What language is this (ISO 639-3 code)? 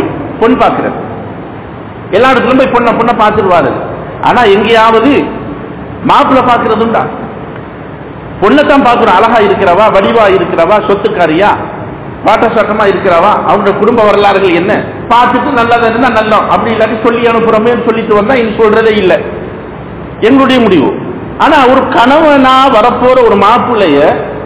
tam